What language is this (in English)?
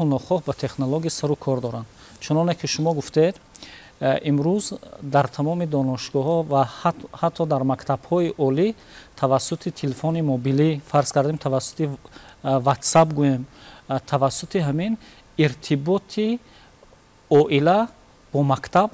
Tajik